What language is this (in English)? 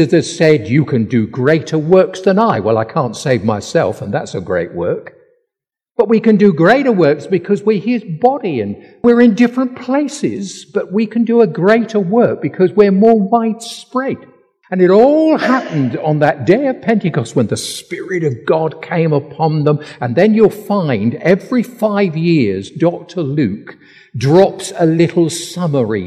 English